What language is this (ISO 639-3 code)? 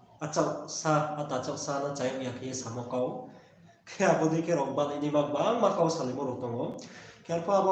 ria